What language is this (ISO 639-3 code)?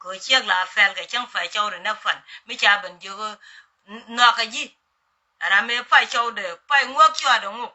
nus